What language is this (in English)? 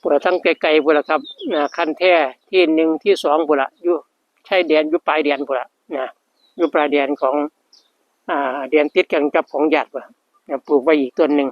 Northeastern Thai